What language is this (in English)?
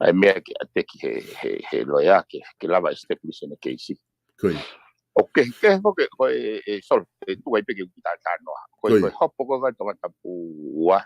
Tongan